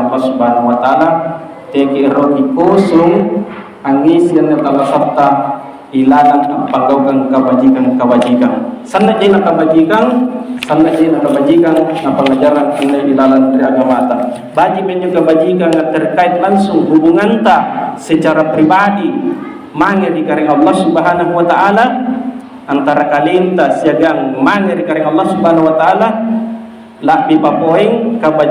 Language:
Makasar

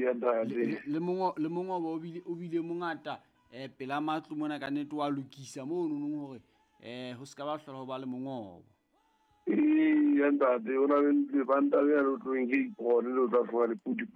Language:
Southern Sotho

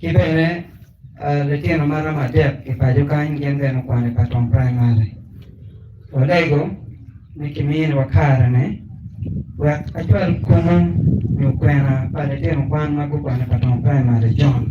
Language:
Acoli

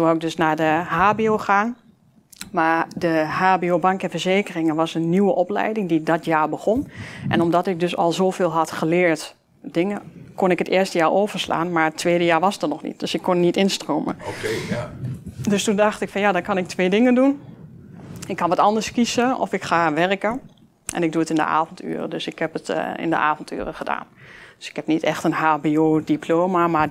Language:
Dutch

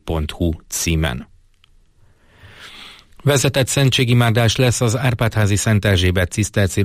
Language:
Hungarian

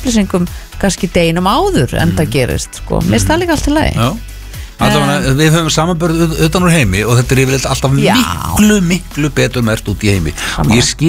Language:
Icelandic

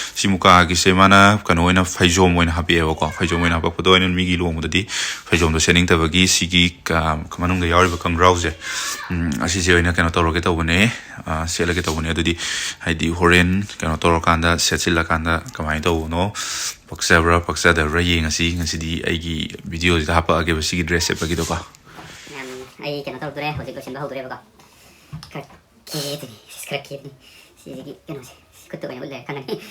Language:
Manipuri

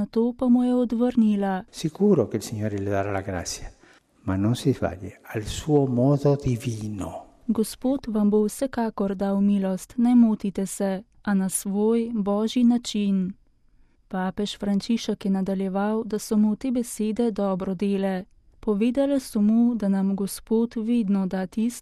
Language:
Slovenian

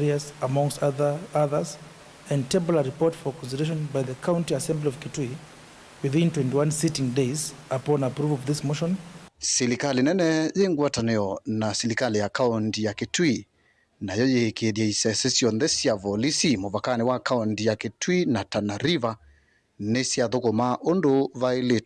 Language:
Kamba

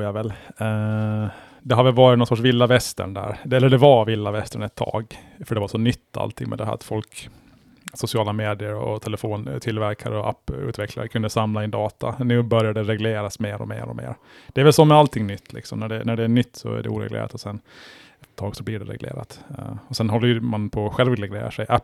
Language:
Swedish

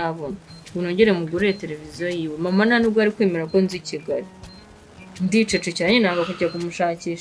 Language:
Kinyarwanda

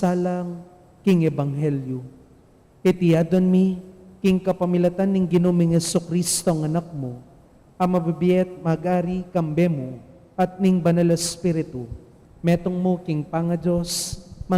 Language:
Pampanga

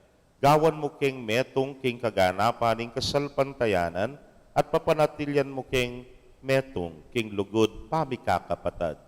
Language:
Pampanga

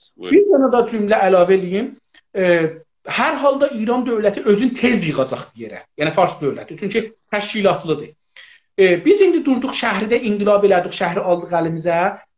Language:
South Azerbaijani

